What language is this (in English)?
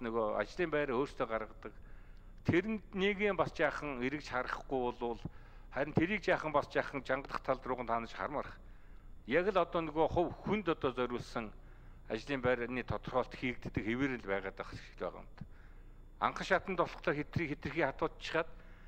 Mongolian